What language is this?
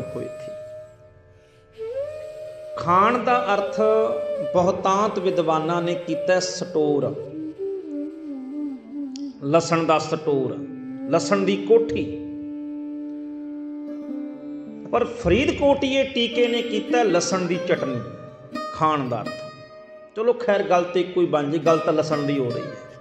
Punjabi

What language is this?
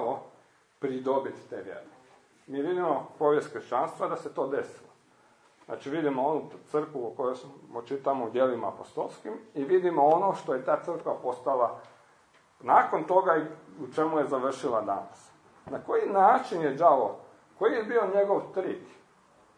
Croatian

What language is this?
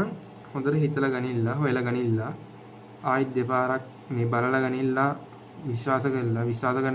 Sinhala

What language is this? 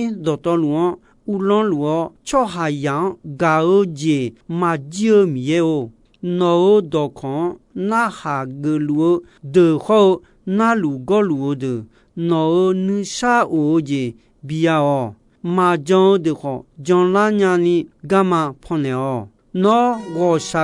Akha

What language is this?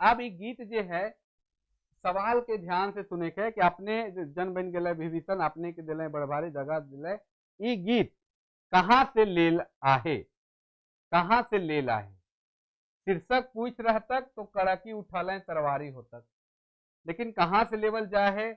Sadri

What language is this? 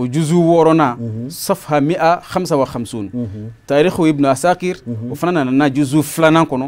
Bambara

